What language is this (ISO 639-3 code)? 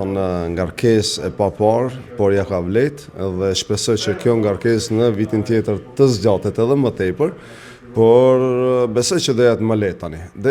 sqi